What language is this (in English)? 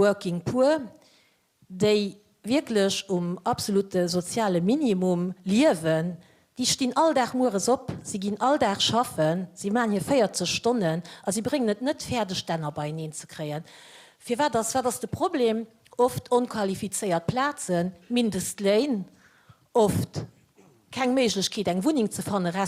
Luxembourgish